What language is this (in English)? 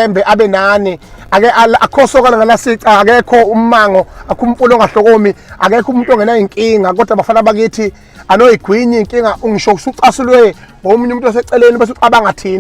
Zulu